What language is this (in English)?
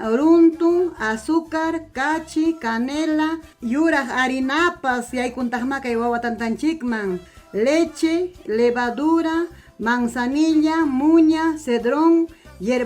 Ayacucho Quechua